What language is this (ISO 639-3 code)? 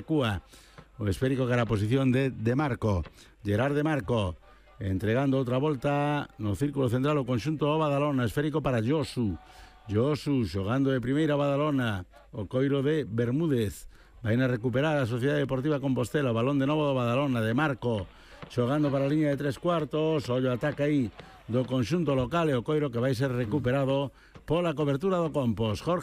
glg